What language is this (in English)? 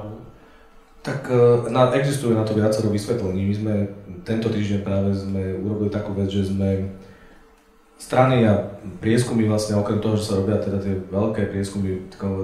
Slovak